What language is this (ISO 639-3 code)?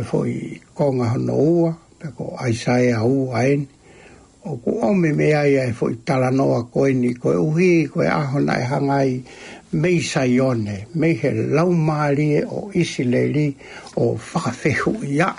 ton